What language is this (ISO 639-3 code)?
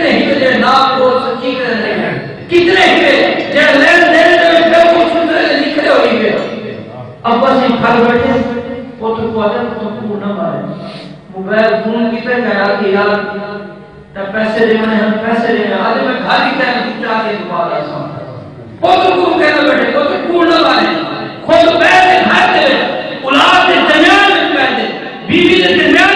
skr